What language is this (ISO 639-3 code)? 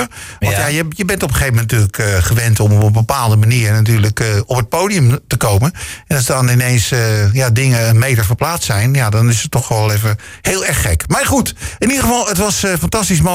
nld